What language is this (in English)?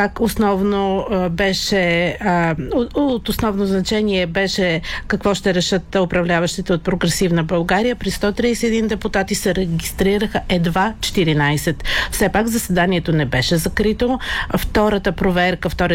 Bulgarian